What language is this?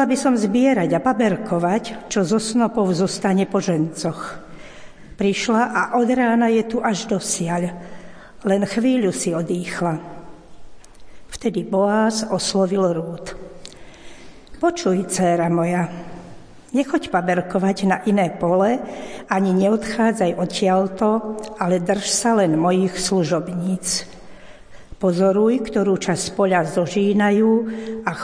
Slovak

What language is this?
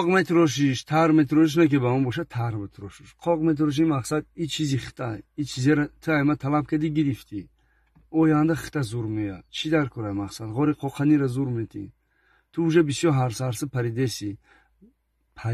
Tajik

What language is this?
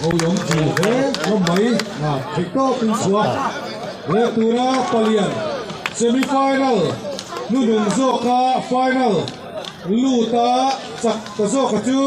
Mizo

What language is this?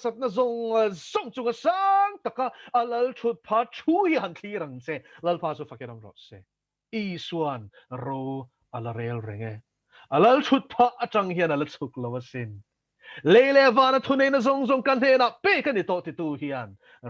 Mizo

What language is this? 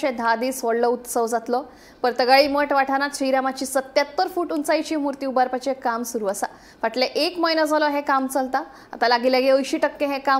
Konkani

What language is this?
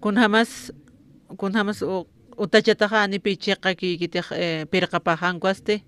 Aymara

